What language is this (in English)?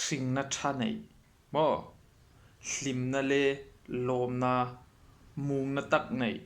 Hmar